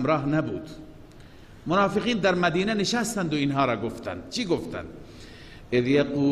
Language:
Persian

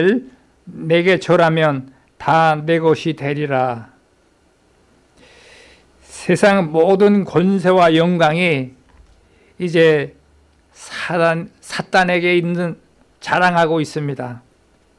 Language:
Korean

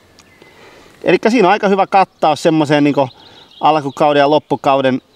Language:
Finnish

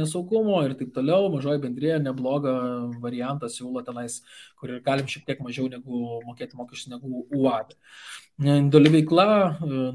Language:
Lithuanian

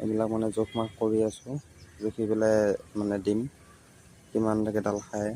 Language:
Assamese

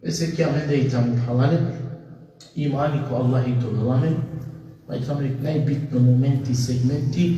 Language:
Balkan Romani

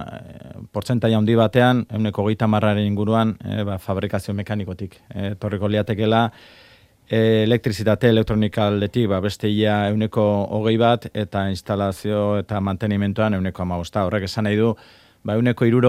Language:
Basque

